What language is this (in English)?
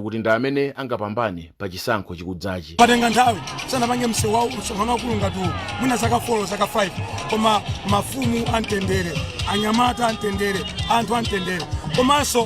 Nyanja